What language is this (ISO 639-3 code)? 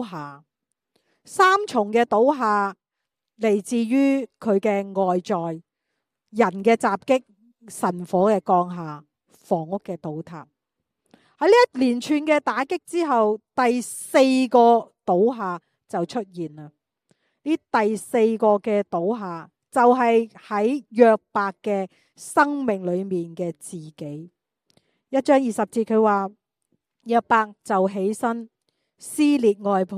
yue